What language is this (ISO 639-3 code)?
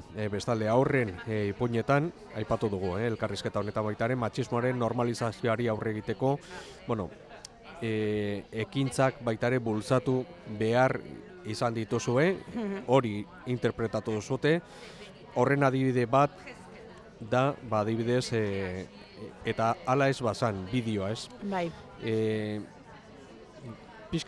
eus